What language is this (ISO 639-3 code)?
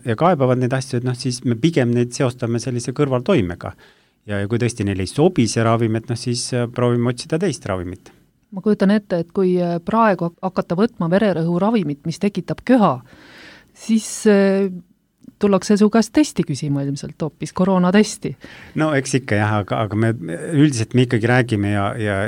est